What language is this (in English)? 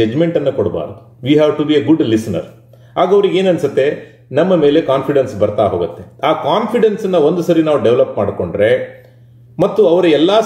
Kannada